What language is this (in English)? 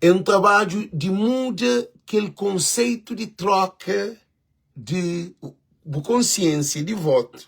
Kabuverdianu